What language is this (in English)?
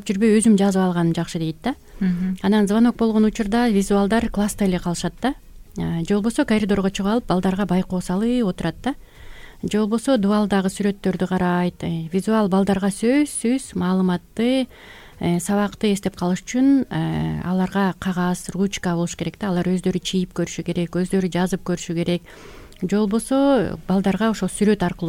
Kyrgyz